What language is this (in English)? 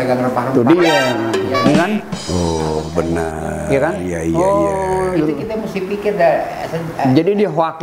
Betawi